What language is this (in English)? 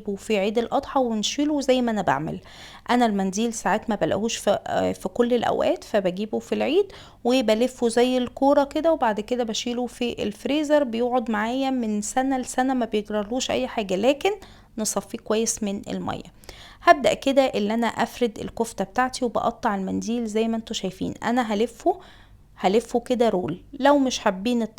Egyptian Arabic